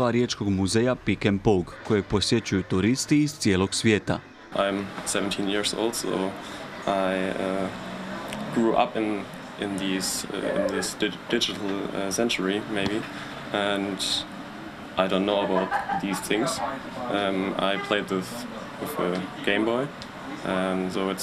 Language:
Croatian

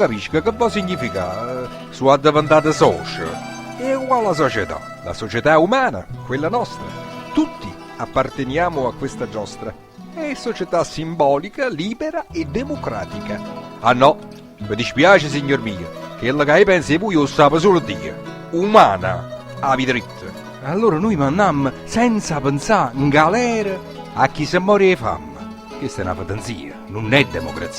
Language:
Neapolitan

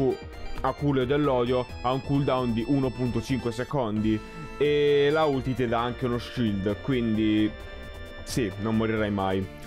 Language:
Italian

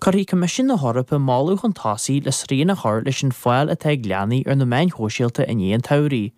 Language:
Irish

